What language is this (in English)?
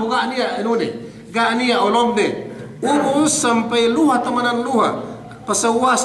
Yakan